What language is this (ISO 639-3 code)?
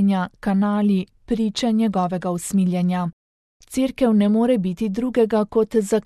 slv